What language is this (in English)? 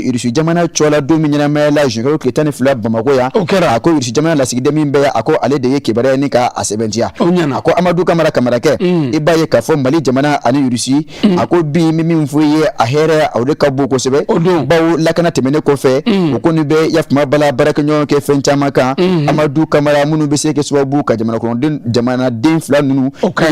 Bambara